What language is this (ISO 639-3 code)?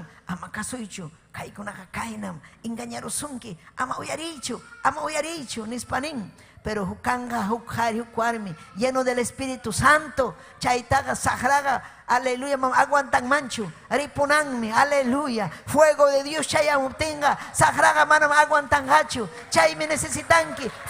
quy